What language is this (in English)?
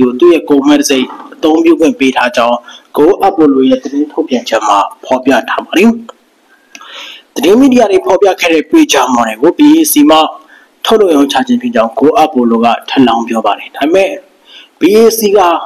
Burmese